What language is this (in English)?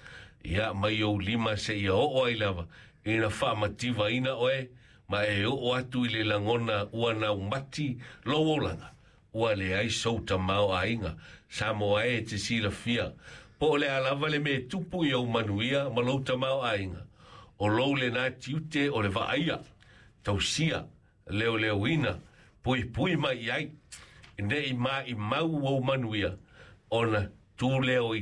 Samoan